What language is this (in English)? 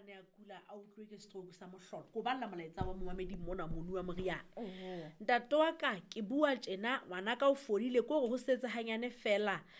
Southern Sotho